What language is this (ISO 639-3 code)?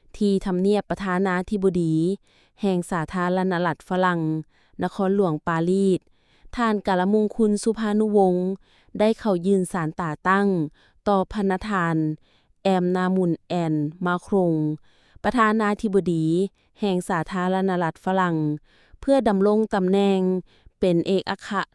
lao